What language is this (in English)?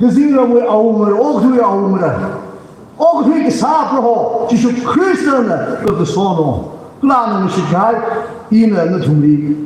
Tangkhul Naga (India)